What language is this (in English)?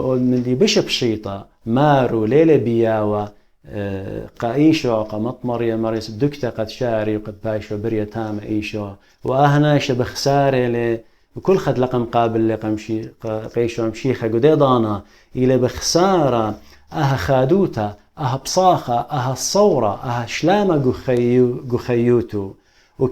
Assyrian Neo-Aramaic